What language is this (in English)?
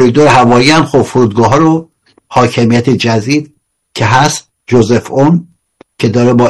Persian